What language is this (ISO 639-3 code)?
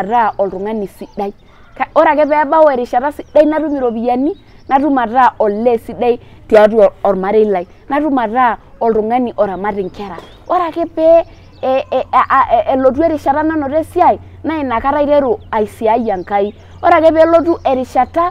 mas